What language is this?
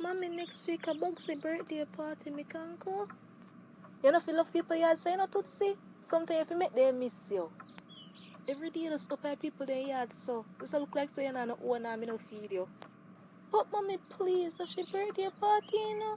Jamaican Creole English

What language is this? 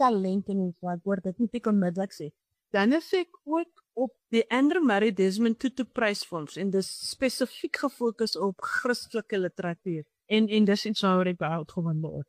Afrikaans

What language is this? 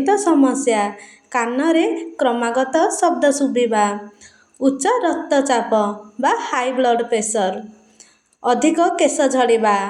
Odia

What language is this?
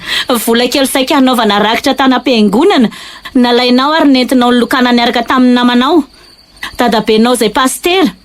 Malagasy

